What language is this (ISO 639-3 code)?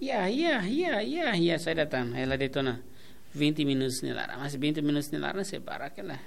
tet